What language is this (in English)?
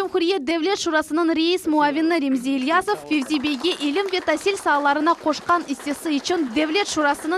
Crimean Tatar